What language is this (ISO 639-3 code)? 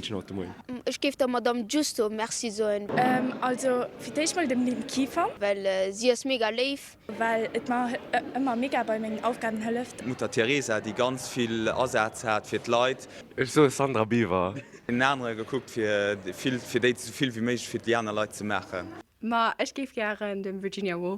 ltz